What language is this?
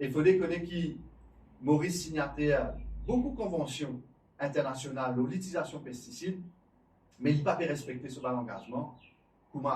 Morisyen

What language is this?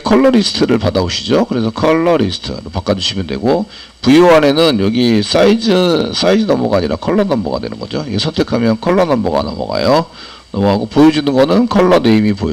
Korean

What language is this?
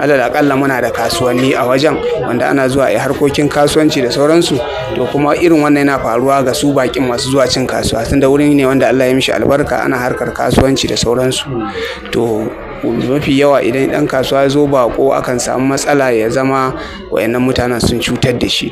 Hausa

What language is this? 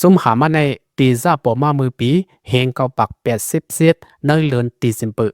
Lao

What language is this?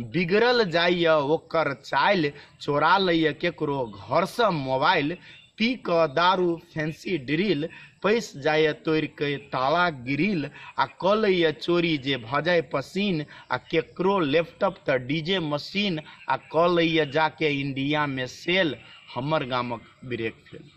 Maithili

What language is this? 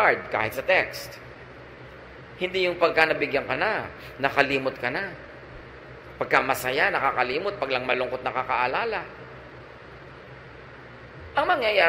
Filipino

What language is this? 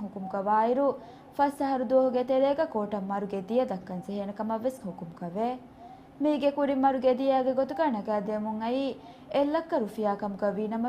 Divehi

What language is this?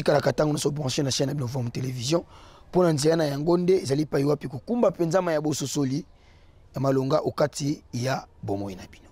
Lingala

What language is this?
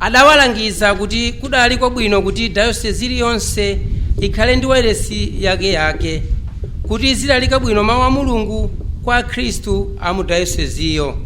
Nyanja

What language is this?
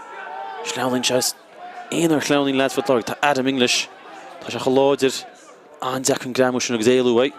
Irish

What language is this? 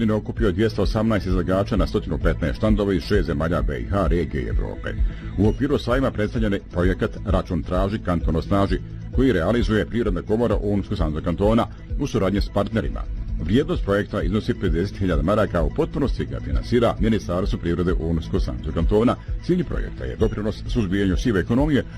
Bosnian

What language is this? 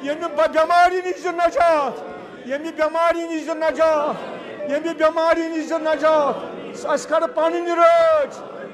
Kashmiri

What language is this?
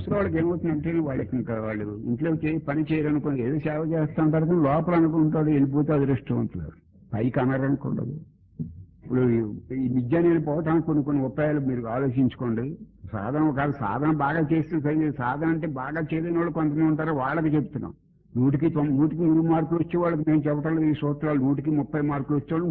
Telugu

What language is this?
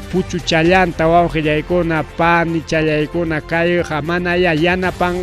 Ayacucho Quechua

